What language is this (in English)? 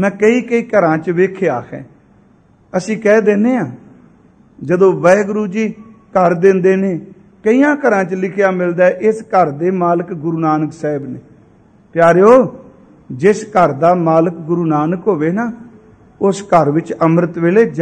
Punjabi